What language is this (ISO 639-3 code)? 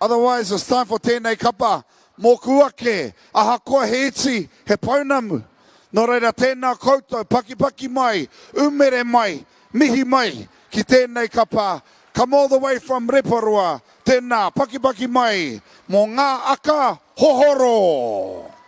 mri